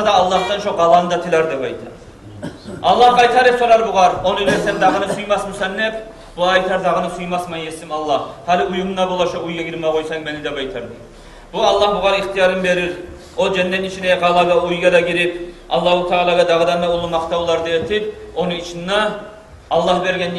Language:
Kumyk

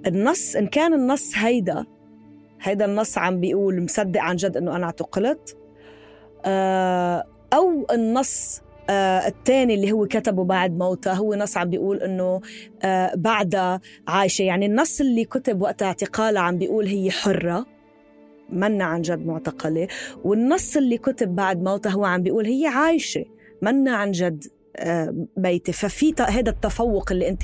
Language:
North Levantine Arabic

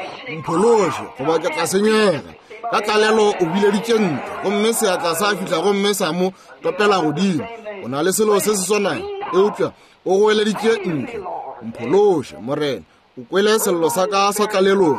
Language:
Northern Sotho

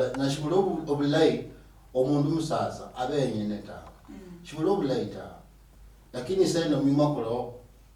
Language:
Luyia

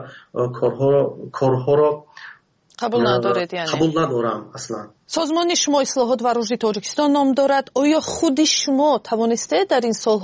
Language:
Persian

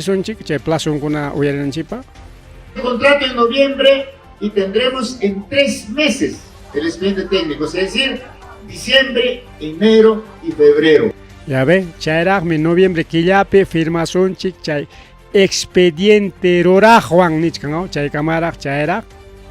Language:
Ayacucho Quechua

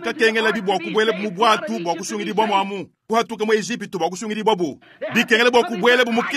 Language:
Luba-Lulua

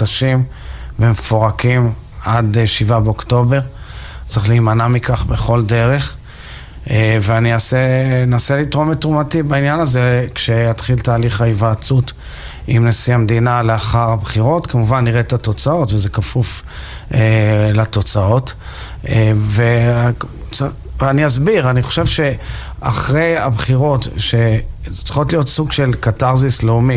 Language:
Hebrew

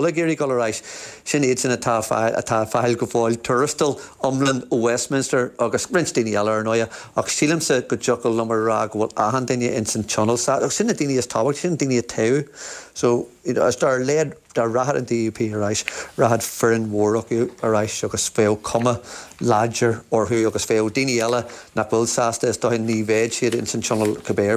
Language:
Irish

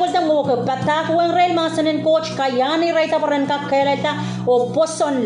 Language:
Pohnpeian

